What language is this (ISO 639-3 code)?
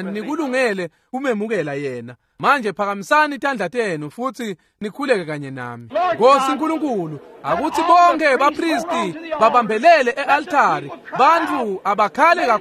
ssw